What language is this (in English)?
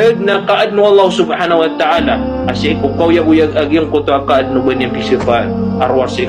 Maranao